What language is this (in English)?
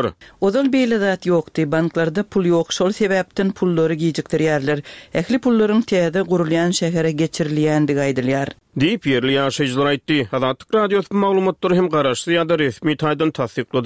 Turkmen